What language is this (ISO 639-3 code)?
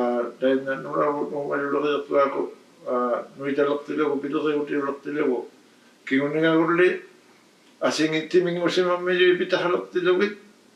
iku